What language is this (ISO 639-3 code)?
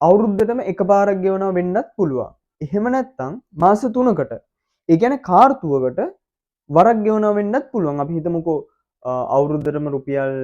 sin